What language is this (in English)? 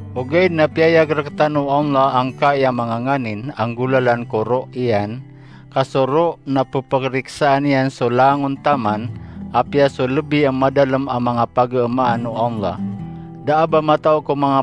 Maranao